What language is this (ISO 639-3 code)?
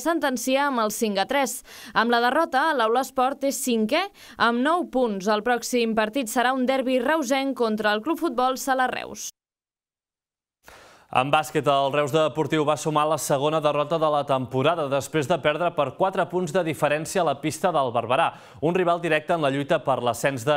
cat